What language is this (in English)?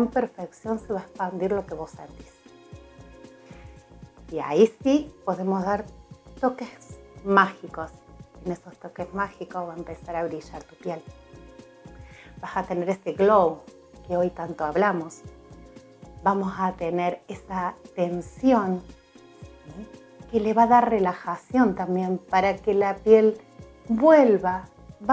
Spanish